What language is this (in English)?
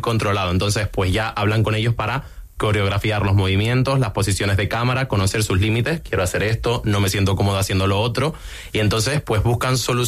Spanish